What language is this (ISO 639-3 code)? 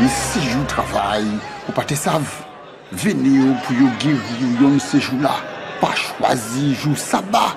gcf